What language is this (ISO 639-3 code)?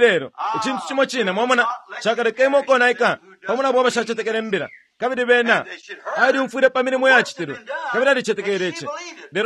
bem